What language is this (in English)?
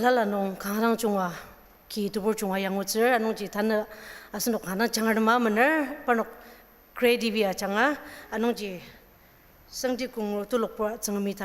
Ao Naga